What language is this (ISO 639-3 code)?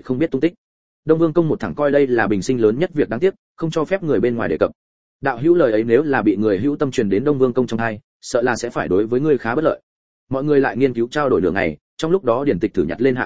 vie